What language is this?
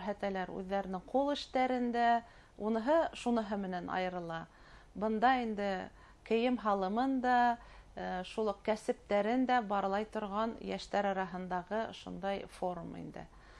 Bashkir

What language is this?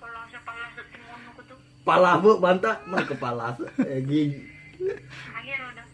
Buginese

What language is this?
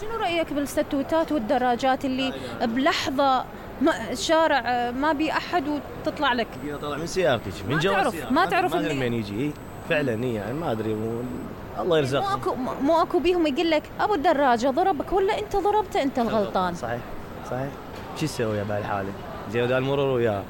Mesopotamian Arabic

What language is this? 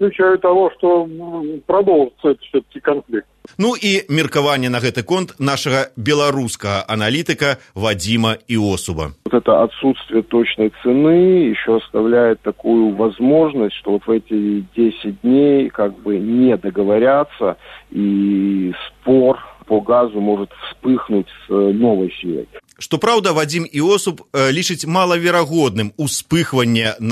Belarusian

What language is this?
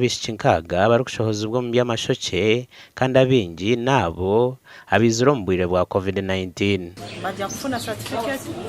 Nyankole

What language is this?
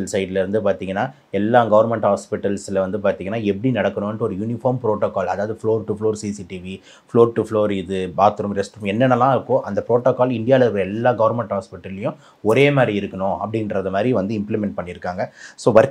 Tamil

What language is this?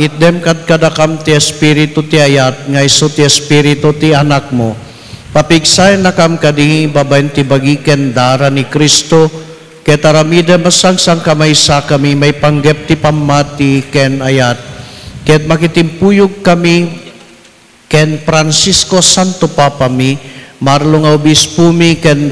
Iloko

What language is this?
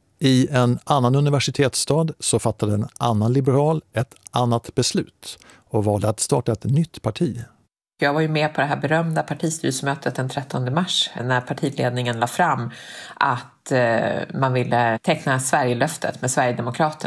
Swedish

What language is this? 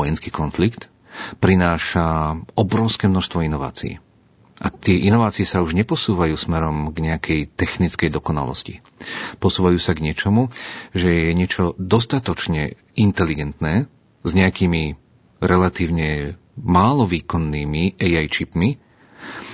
Slovak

